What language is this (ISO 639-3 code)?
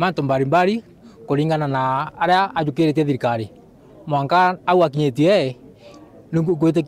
mer